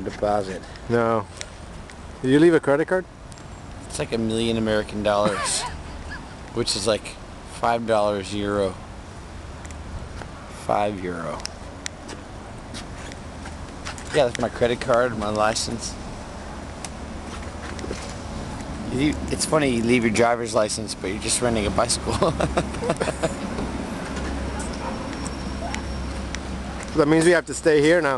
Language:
English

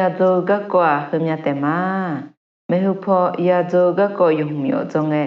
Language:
Akha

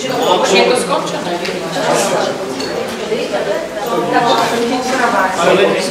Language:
Slovak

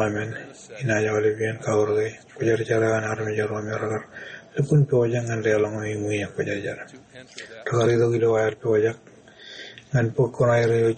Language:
Marshallese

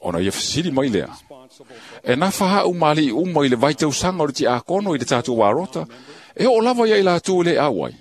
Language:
Samoan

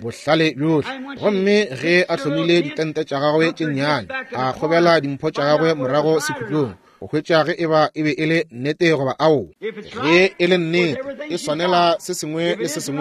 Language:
Northern Sotho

